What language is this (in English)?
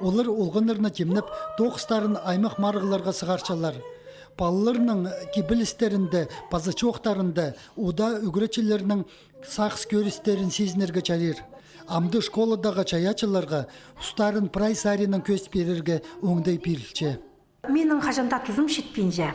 Khakas